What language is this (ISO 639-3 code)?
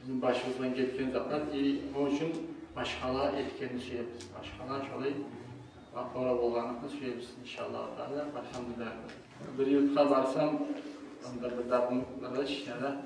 kum